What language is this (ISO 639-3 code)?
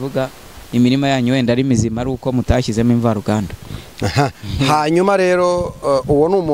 kin